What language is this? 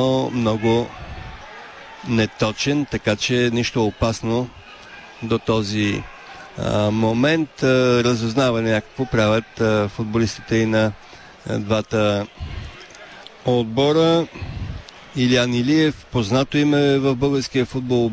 Bulgarian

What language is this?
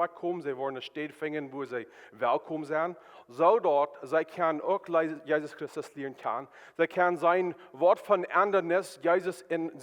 Plautdietsch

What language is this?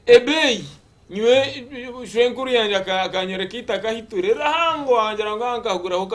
Nyankole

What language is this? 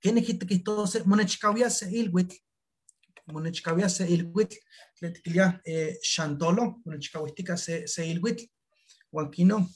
Eastern Huasteca Nahuatl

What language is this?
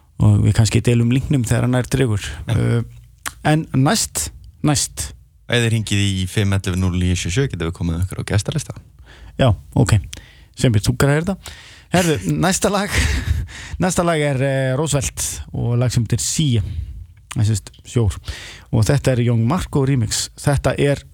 Icelandic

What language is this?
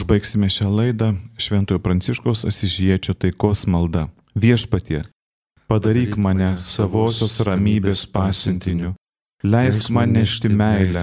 Lithuanian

